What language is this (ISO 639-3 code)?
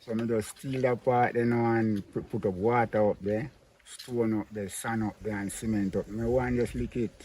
jam